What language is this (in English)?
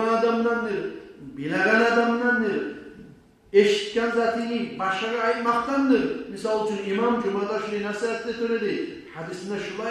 Kumyk